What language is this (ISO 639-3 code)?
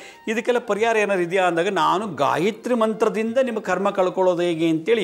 kan